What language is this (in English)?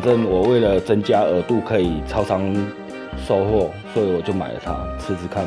Chinese